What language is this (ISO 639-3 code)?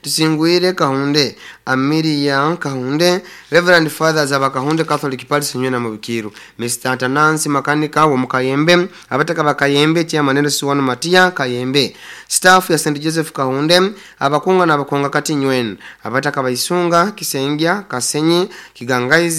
nyo